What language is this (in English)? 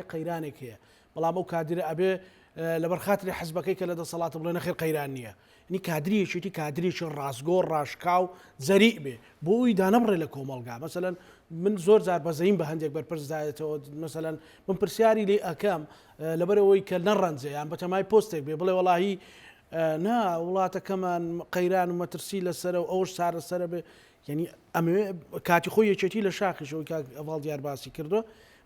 Central Kurdish